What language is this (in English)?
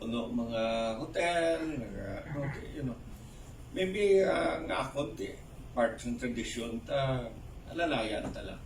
Hiligaynon